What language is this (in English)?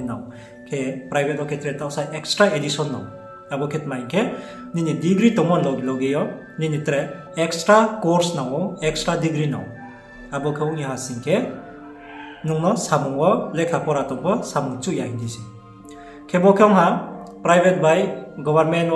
Riang (India)